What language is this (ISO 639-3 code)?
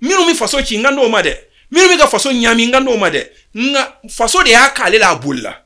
bam